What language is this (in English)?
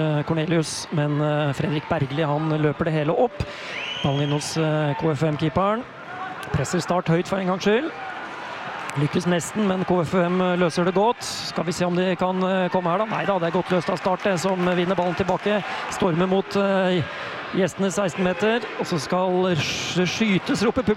Norwegian